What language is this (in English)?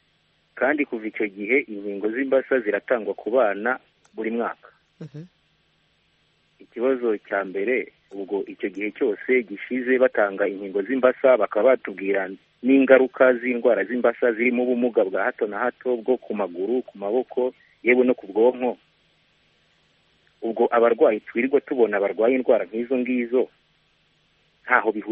Kinyarwanda